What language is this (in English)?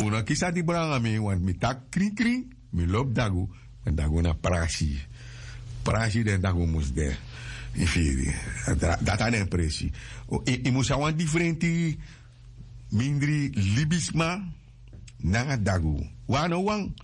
Sranan Tongo